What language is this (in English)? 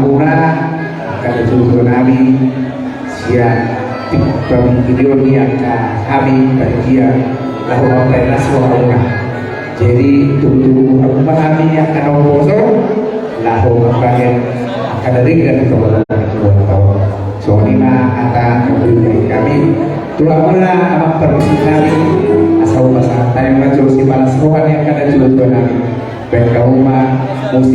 Batak Toba